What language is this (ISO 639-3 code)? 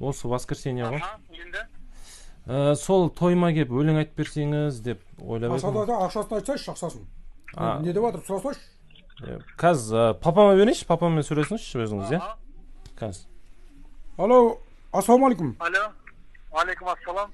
kaz